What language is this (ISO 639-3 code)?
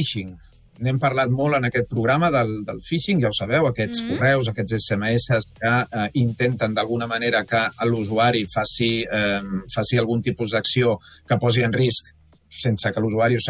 cat